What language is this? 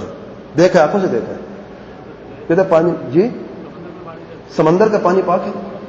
Urdu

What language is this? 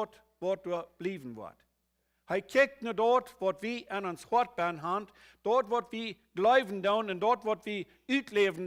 Plautdietsch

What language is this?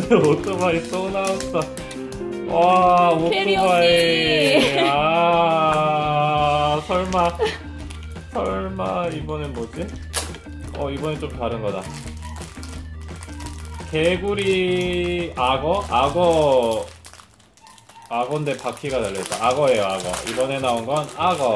Korean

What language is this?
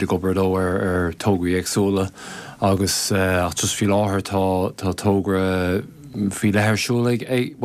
Irish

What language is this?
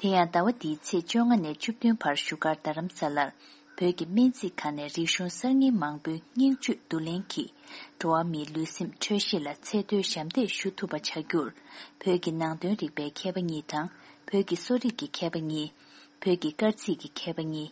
Tibetan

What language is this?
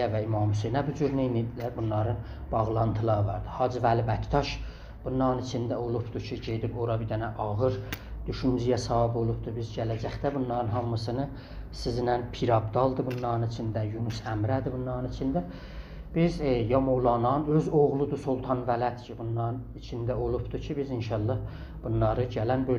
South Azerbaijani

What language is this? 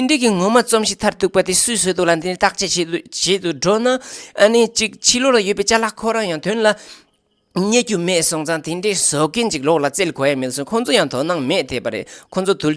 Tibetan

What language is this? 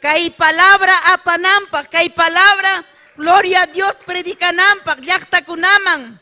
Ayacucho Quechua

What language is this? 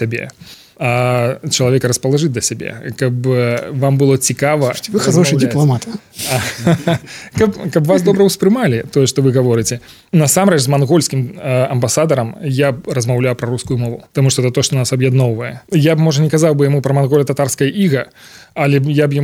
Belarusian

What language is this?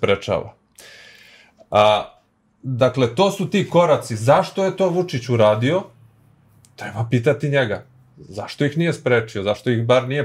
Serbian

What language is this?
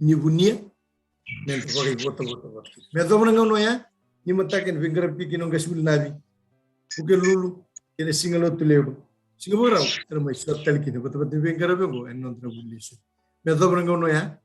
Fijian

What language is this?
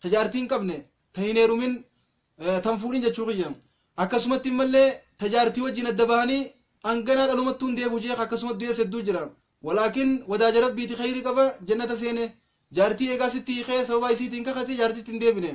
Oromo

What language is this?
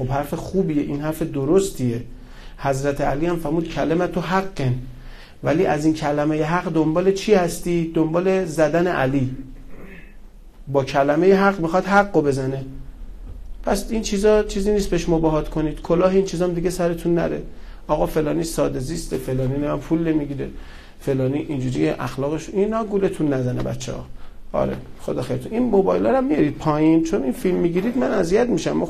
Persian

